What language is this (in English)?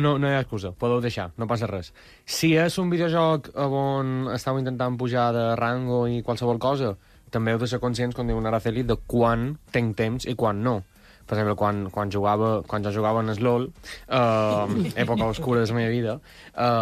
Catalan